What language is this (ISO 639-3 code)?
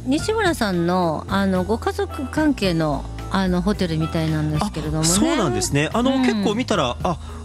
jpn